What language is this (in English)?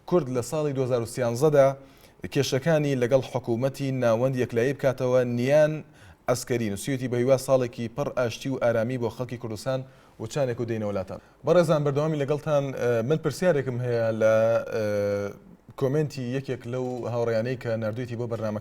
Central Kurdish